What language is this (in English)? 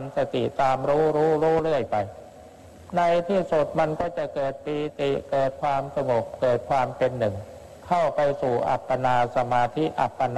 Thai